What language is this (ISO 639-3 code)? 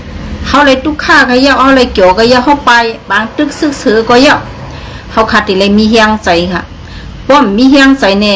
shn